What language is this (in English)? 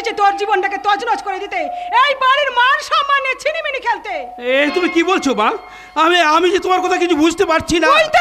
Bangla